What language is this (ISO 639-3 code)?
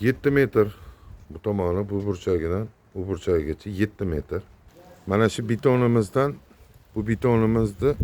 uzb